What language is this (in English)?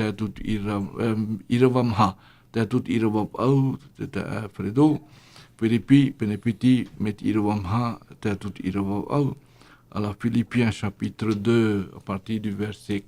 Tahitian